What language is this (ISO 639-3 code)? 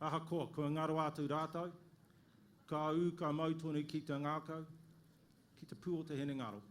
mri